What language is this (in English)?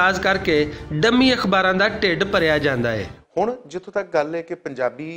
Western Panjabi